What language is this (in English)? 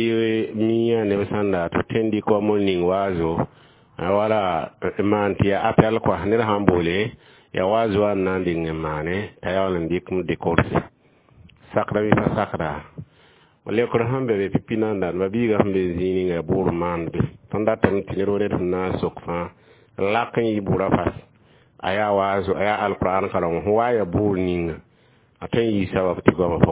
Mossi